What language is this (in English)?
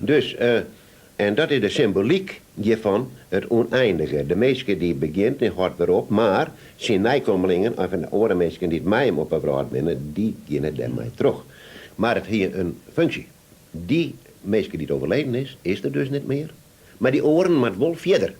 Western Frisian